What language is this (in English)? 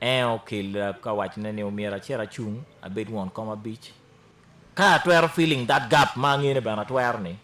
Acoli